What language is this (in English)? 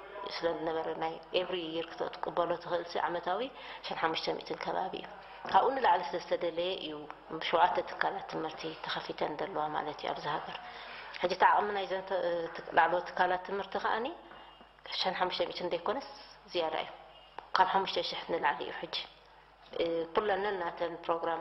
Tigrinya